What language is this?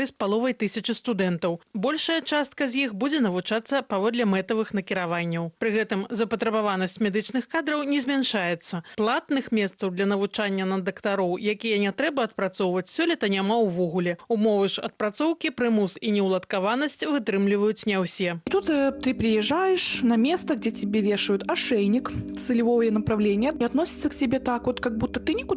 Belarusian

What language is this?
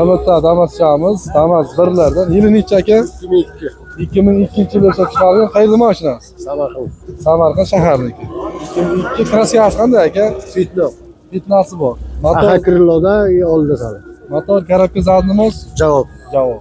Uzbek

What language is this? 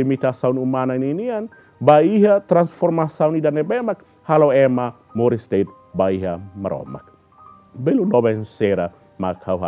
Tetum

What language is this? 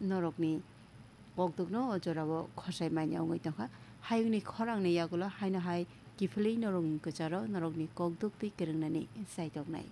Kok Borok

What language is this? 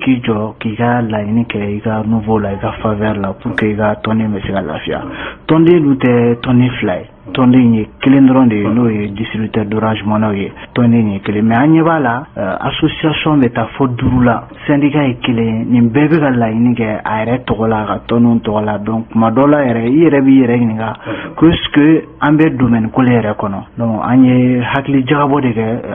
Bambara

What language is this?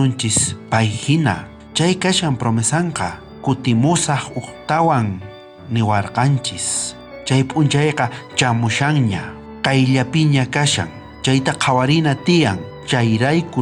South Bolivian Quechua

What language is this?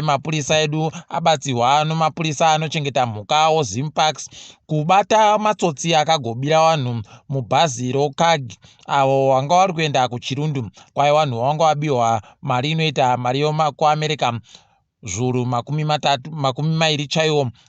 Ndau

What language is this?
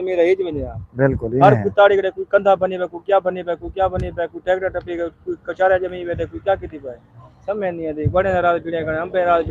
Saraiki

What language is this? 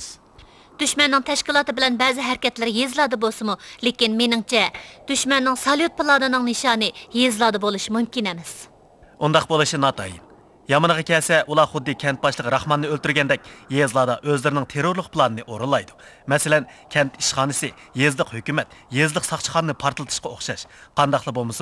Uyghur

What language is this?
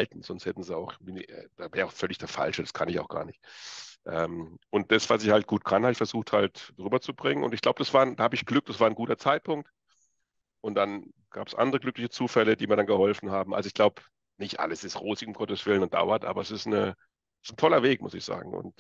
German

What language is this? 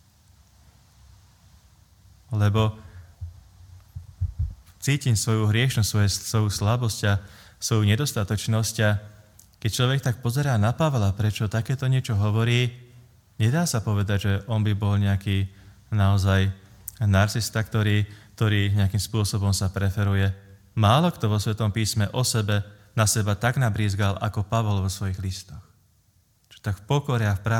Slovak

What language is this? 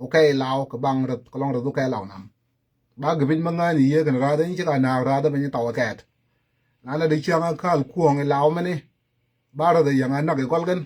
Nuer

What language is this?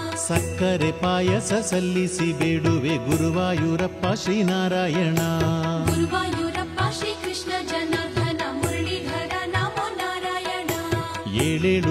Kannada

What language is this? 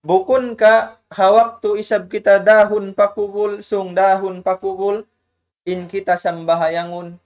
Tausug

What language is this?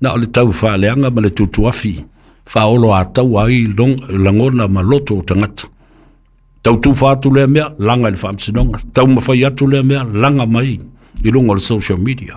Samoan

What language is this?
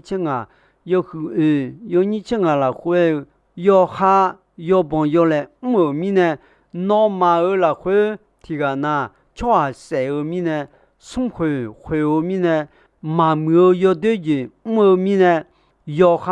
Akha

